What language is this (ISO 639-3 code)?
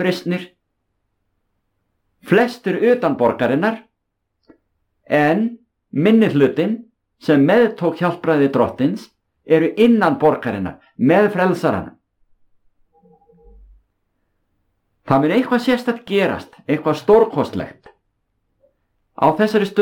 isl